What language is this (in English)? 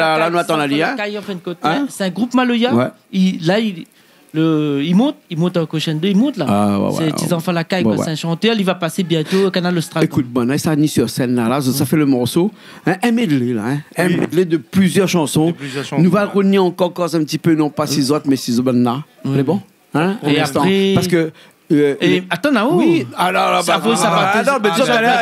Réunion Creole French